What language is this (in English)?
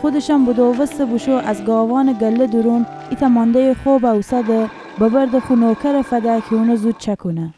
Gilaki